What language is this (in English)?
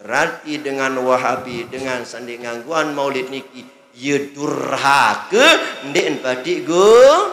Sasak